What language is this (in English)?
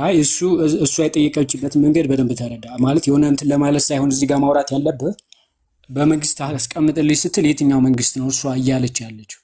Amharic